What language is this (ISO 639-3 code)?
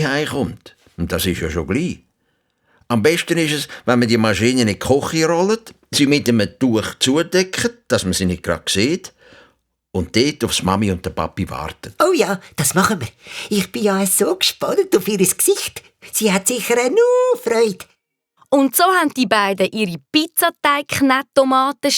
gsw